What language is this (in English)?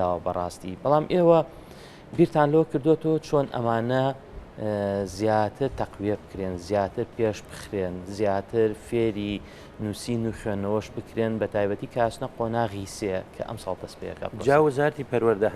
Central Kurdish